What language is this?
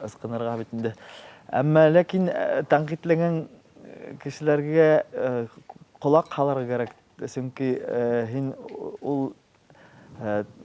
Bashkir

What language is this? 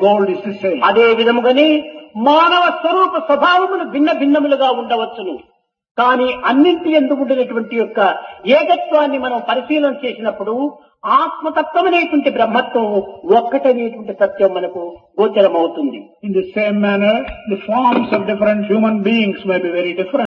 Telugu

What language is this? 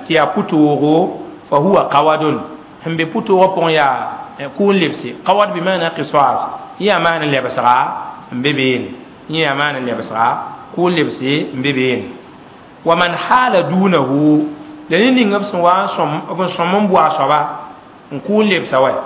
Mossi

